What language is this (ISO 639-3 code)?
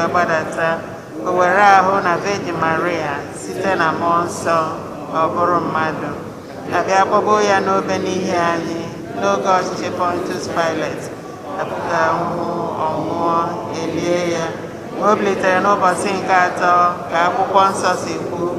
ibo